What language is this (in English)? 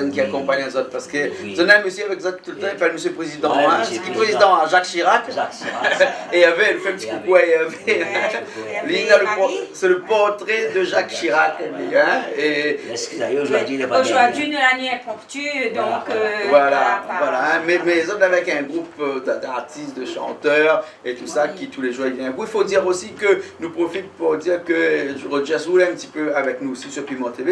Réunion Creole French